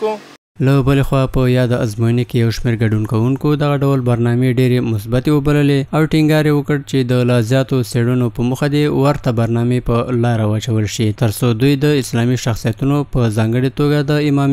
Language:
Pashto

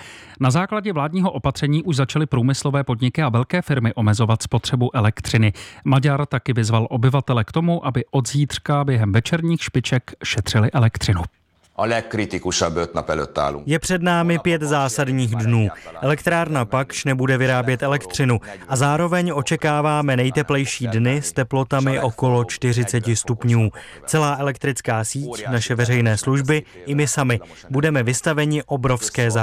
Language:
Czech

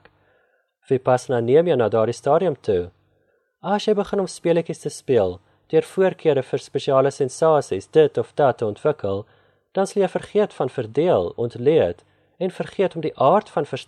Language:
Afrikaans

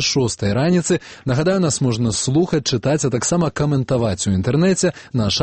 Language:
Belarusian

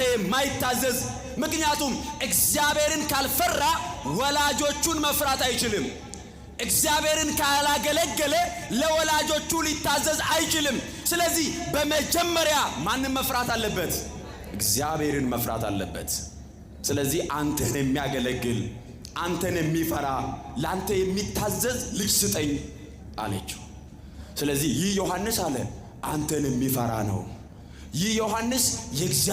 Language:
Amharic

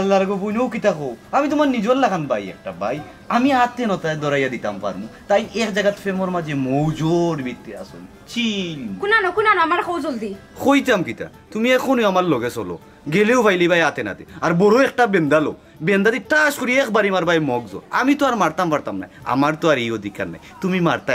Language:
Sylheti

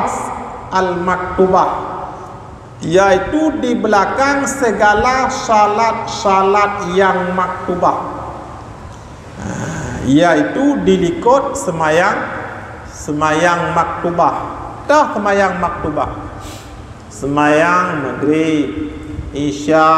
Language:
Malay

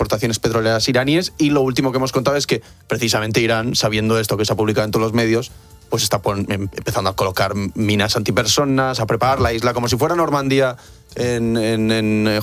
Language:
Spanish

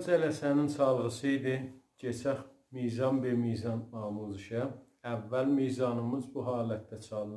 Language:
South Azerbaijani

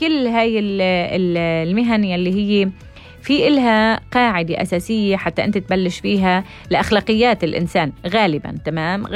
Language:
North Levantine Arabic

